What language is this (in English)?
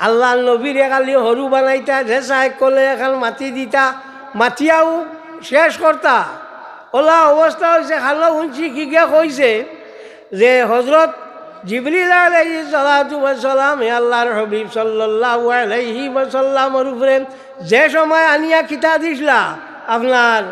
Sylheti